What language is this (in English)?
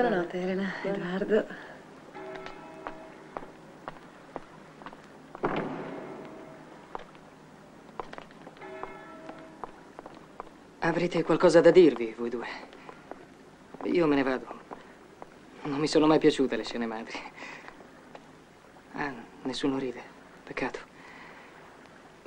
Italian